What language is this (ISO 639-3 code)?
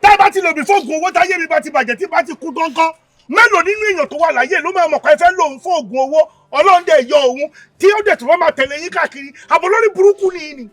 yor